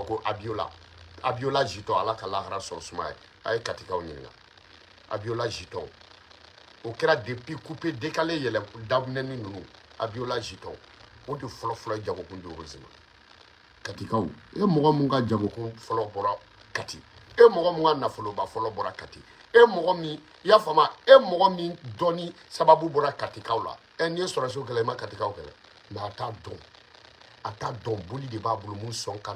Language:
Bambara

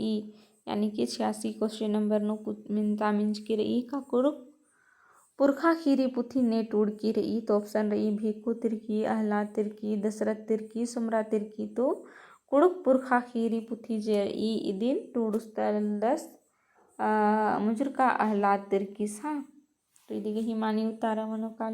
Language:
Kurukh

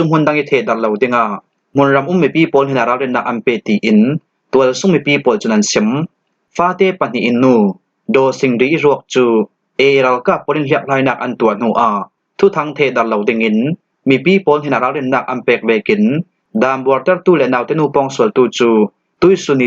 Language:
Falam Chin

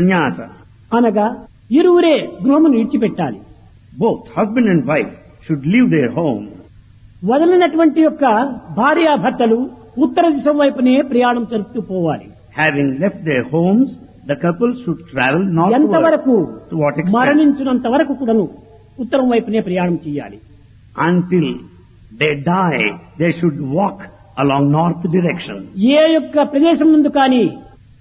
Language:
Telugu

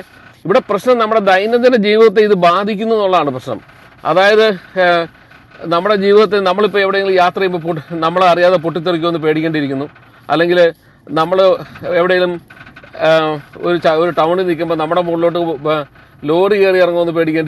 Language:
Malayalam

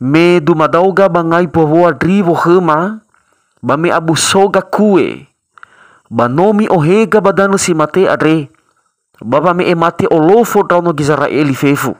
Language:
Nias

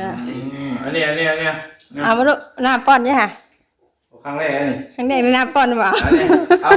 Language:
Northeastern Thai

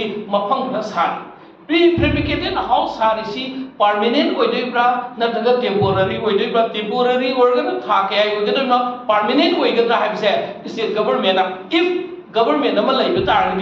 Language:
Manipuri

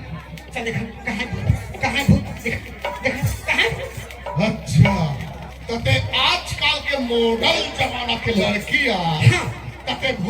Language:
Chhattisgarhi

